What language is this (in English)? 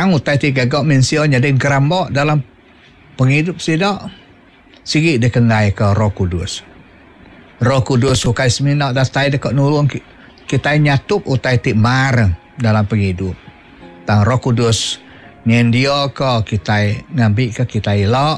Iban